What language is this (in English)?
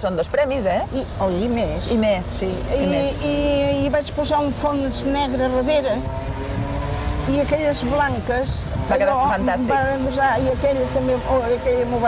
Catalan